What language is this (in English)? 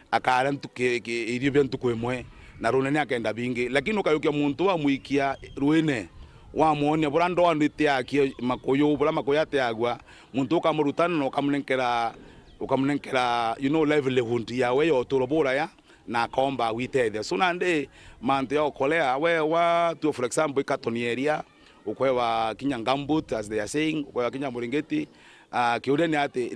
Meru